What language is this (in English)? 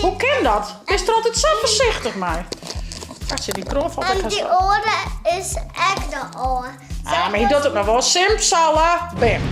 Western Frisian